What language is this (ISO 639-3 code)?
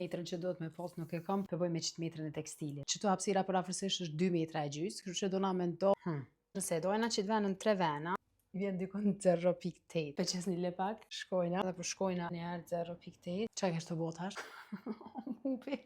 sqi